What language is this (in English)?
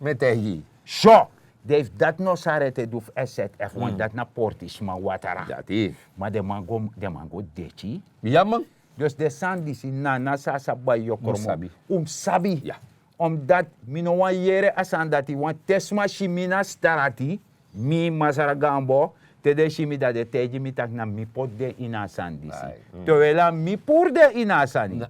Sranan Tongo